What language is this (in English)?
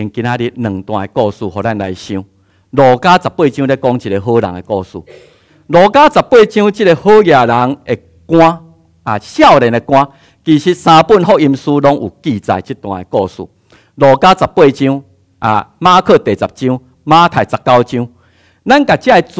Min Nan Chinese